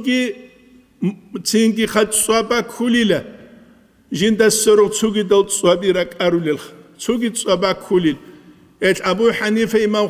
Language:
Avaric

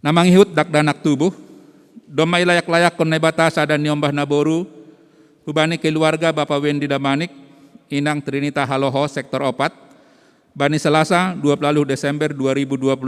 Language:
Batak Simalungun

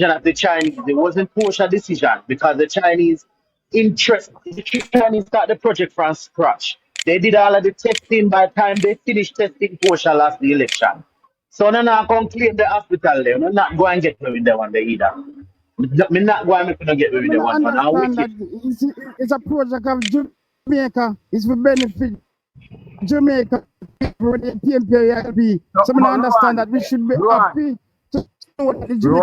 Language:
Jamaican Creole English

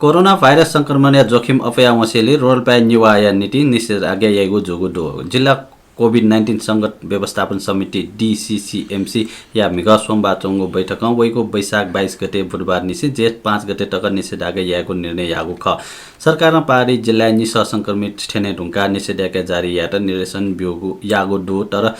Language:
Newari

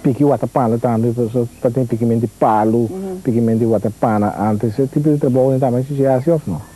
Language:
Papiamento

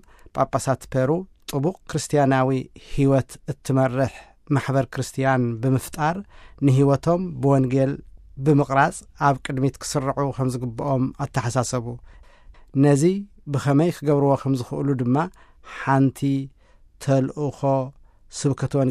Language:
Tigrinya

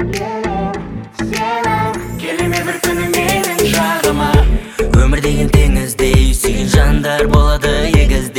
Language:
Kazakh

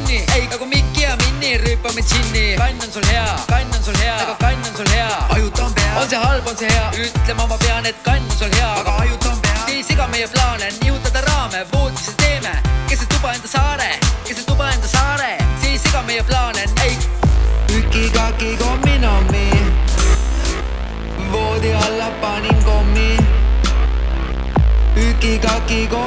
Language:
Estonian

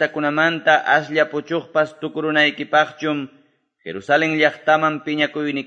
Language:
Quechua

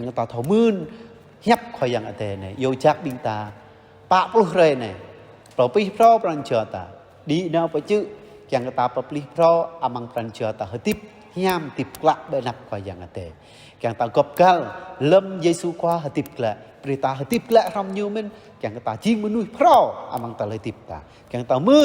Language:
Jarai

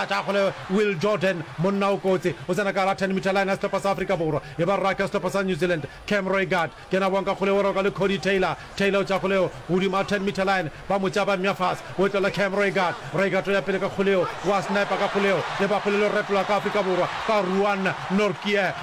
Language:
Northern Sotho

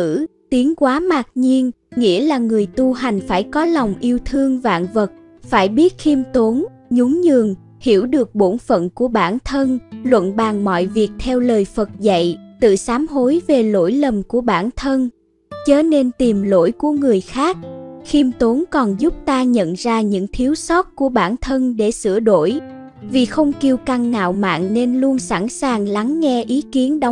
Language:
Vietnamese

